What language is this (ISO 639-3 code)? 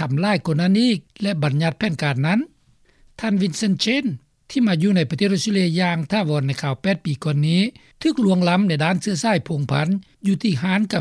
lao